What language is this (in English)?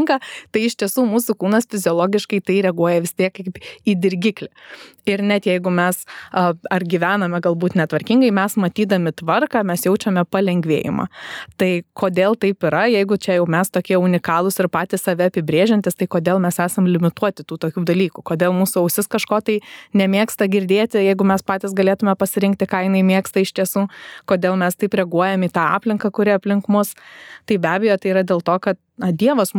Lithuanian